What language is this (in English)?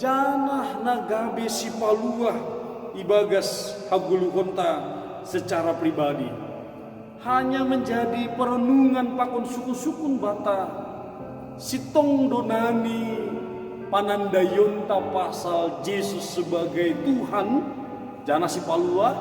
Batak Simalungun